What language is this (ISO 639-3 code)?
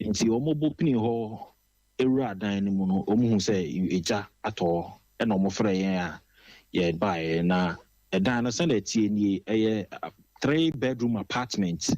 aka